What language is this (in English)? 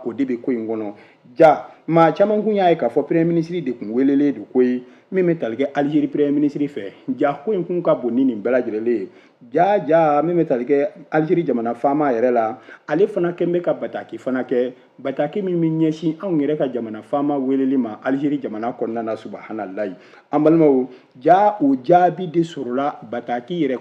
Bambara